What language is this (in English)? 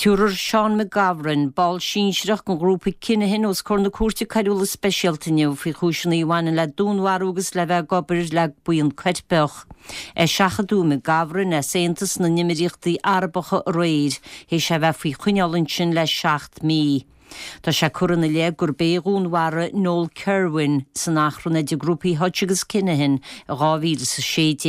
Irish